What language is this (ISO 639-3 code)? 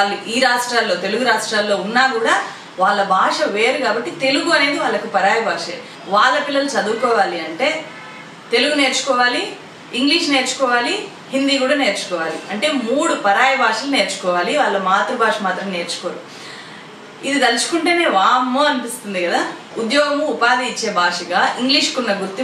tel